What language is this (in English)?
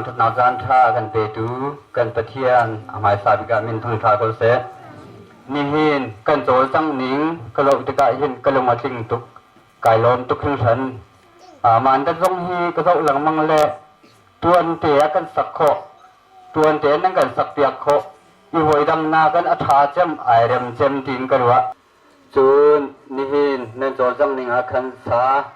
Hakha Chin